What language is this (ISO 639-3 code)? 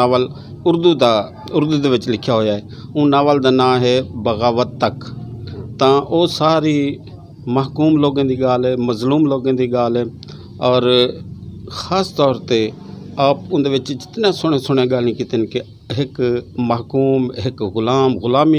skr